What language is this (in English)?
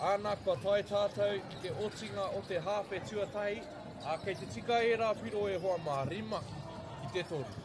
Māori